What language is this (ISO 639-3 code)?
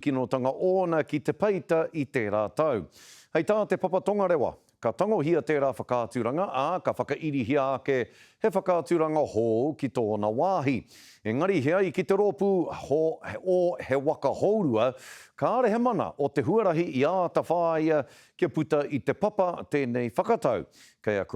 mri